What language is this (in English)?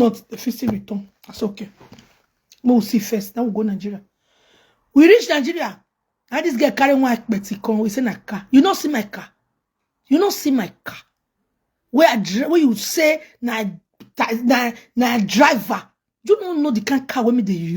Nigerian Pidgin